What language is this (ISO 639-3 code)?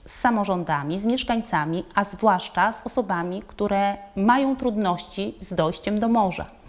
pol